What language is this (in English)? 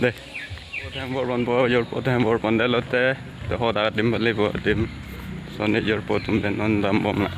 Karbi